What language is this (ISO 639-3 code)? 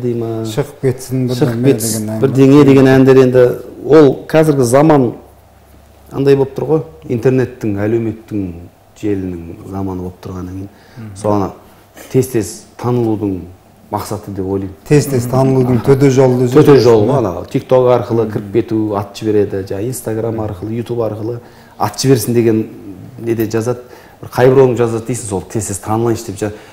kaz